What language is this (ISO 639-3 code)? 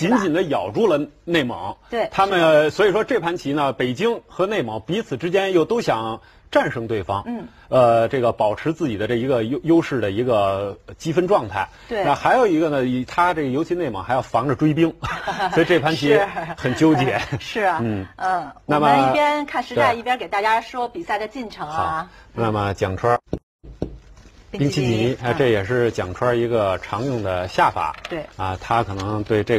zho